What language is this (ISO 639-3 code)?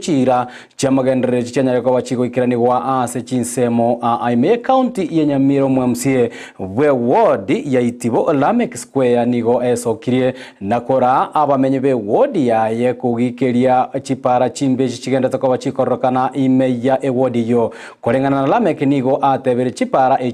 guz